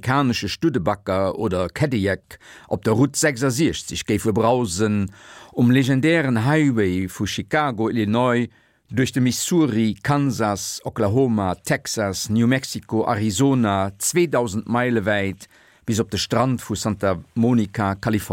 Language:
Luxembourgish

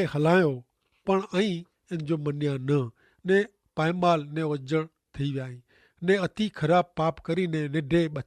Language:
Kachhi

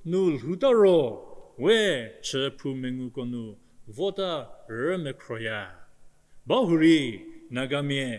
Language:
Angami Naga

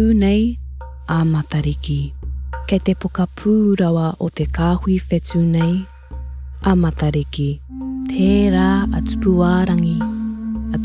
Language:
Māori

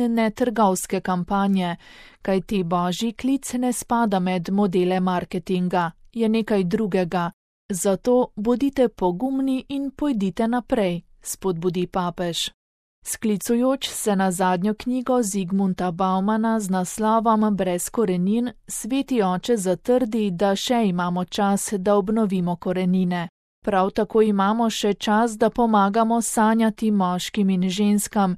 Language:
Slovenian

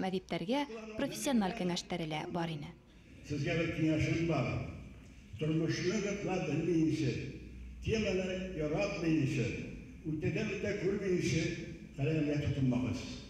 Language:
Bashkir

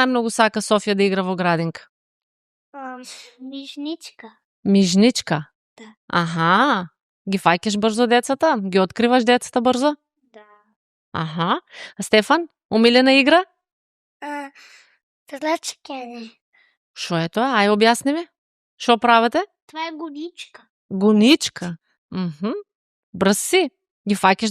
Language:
Macedonian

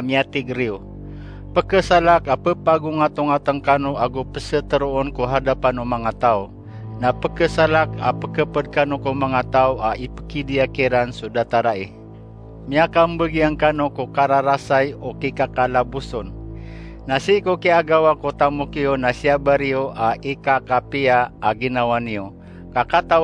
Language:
Maranao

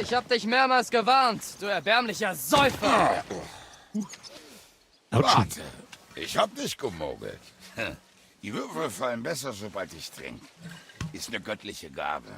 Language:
Bavarian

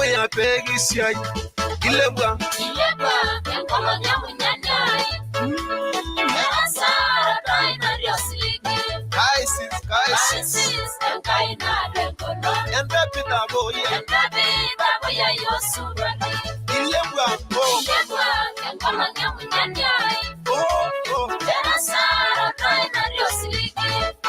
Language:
Masai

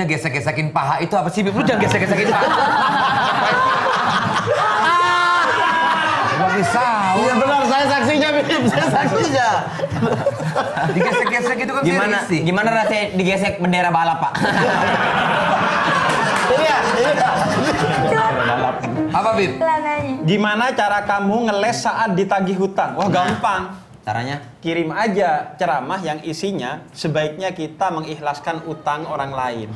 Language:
Indonesian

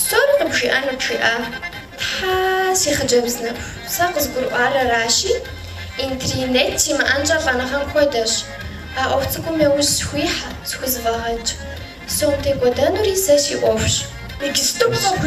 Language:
Kabardian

